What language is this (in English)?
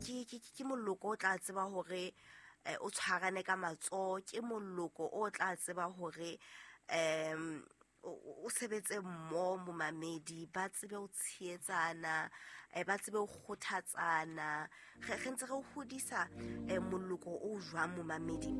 Southern Sotho